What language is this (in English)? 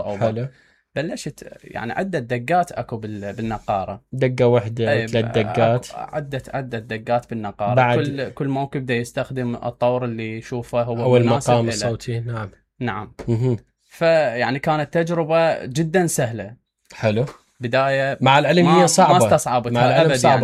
Mesopotamian Arabic